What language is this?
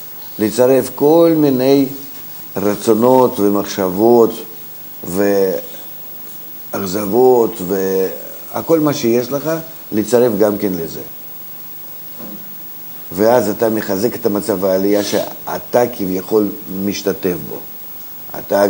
Hebrew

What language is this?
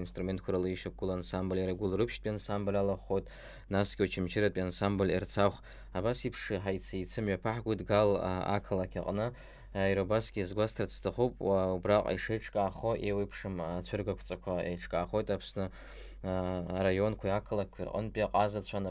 Abkhazian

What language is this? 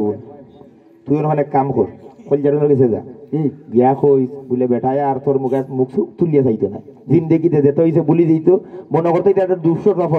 Sylheti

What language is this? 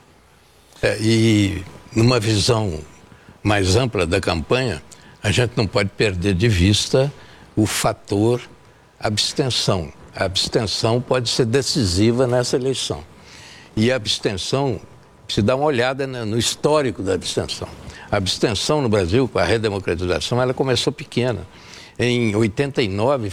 Portuguese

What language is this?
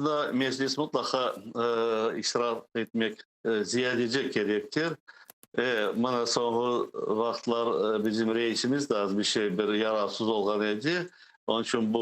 Crimean Tatar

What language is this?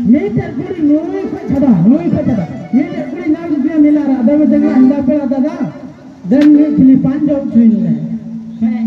Santali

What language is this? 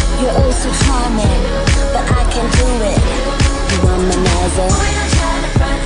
English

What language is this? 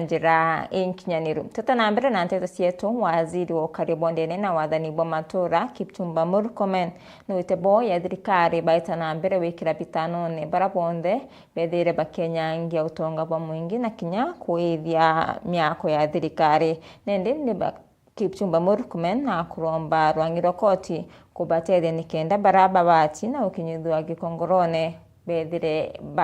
Meru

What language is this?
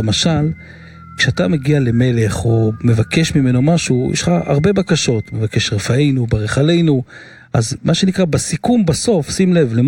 Hebrew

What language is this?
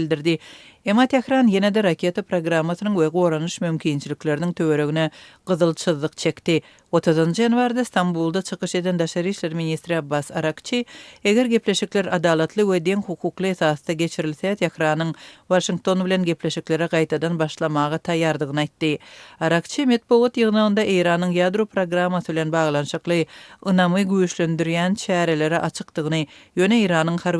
Turkmen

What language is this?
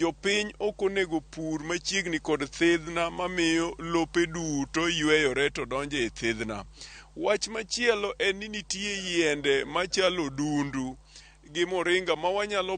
Luo (Kenya and Tanzania)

